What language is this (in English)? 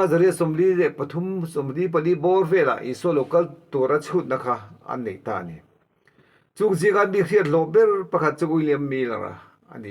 Mizo